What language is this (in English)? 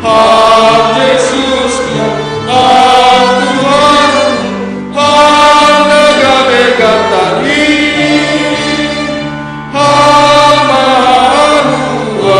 Batak Simalungun